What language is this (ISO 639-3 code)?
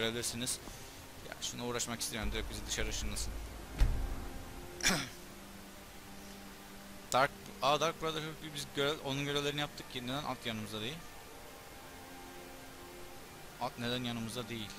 tur